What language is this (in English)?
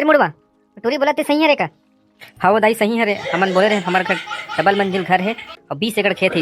Chhattisgarhi